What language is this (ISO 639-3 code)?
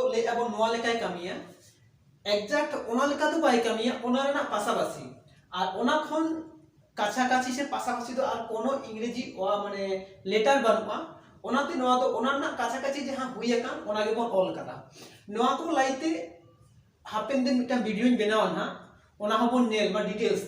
sat